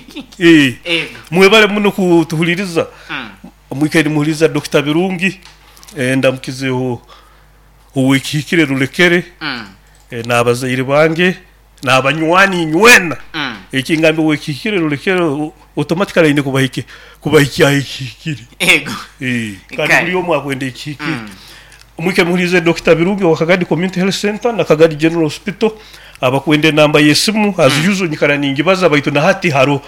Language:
Nyoro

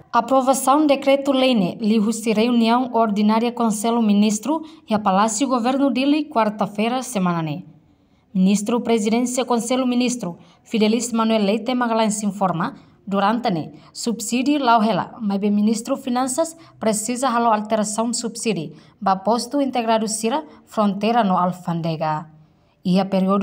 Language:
Tetum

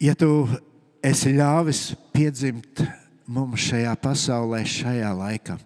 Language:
Latvian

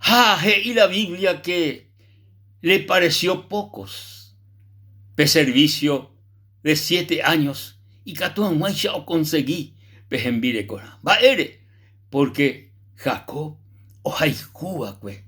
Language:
Guarani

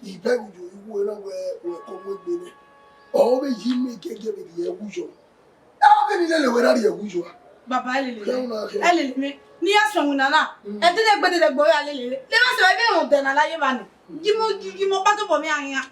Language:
Bini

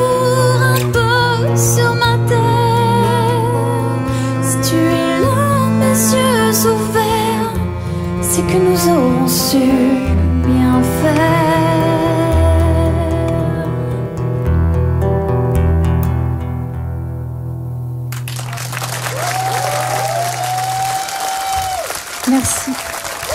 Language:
French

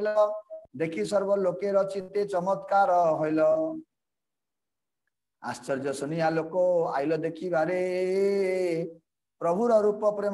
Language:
Odia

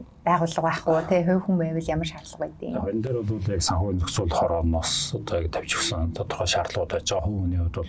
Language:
Mongolian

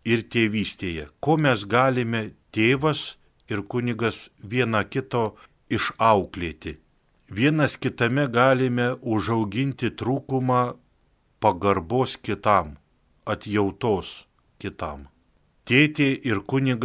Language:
Lithuanian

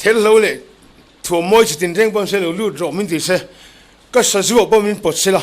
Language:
Mizo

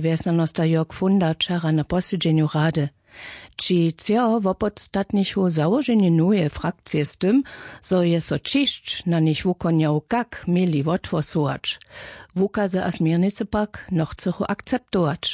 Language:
Upper Sorbian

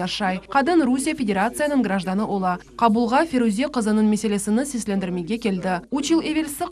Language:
Crimean Tatar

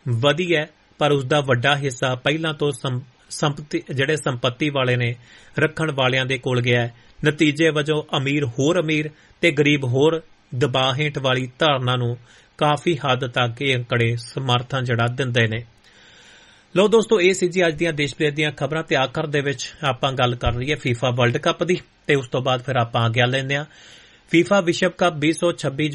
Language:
Punjabi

